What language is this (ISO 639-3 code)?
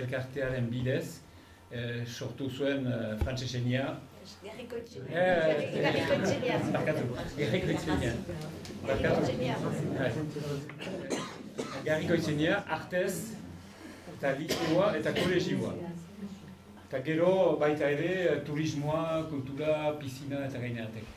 eus